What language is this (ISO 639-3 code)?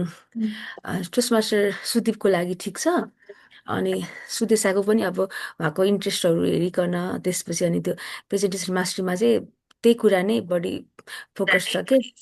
nep